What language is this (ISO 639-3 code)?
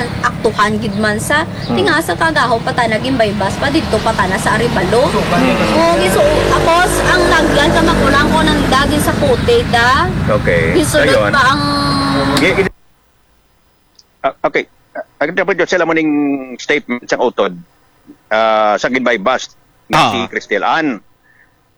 hil